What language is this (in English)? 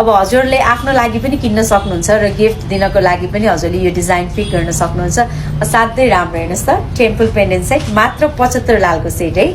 Nepali